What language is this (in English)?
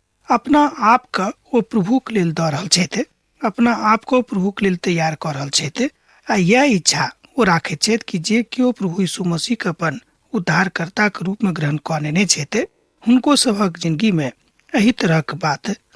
Maithili